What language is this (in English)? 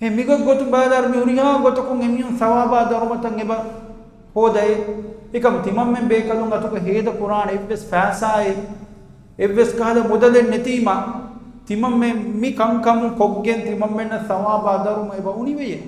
Divehi